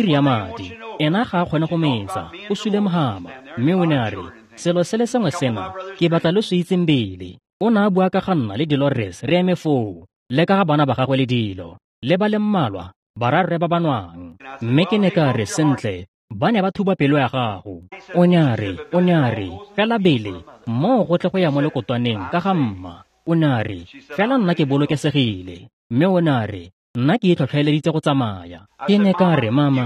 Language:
Tswana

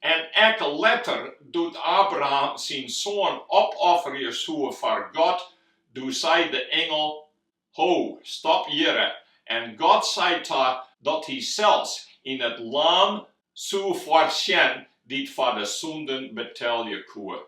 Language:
Western Frisian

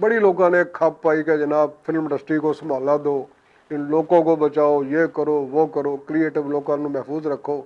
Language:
Western Panjabi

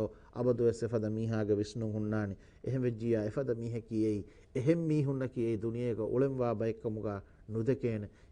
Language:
Divehi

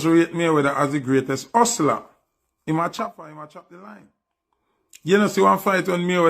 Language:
Jamaican Creole English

